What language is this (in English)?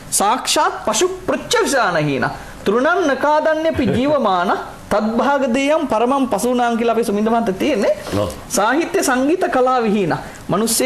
Sinhala